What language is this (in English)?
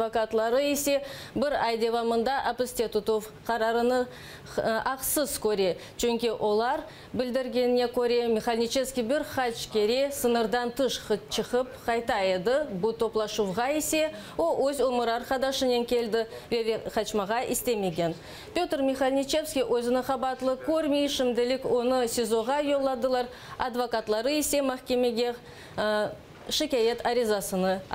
Crimean Tatar